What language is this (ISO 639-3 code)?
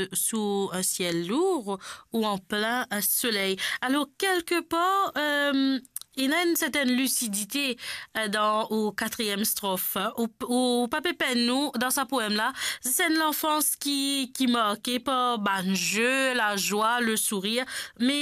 mfe